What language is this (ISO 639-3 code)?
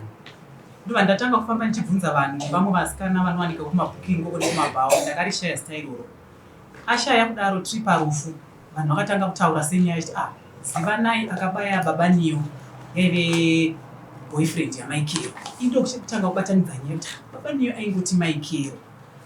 sna